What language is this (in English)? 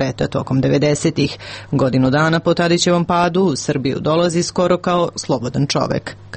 Serbian